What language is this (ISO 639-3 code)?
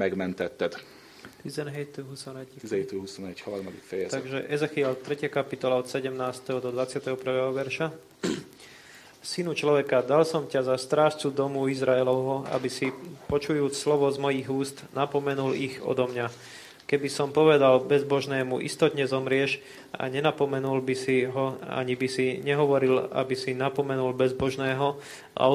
slk